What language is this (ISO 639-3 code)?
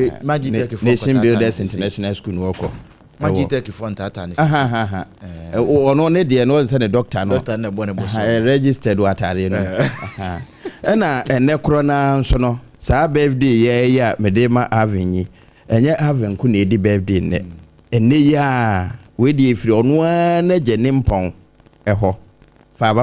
aka